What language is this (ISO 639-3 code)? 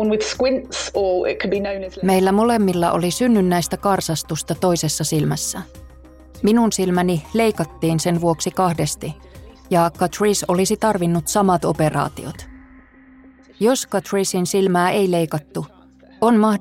fin